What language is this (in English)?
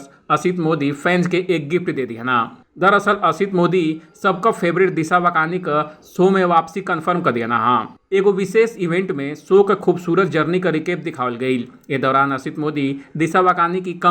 Bhojpuri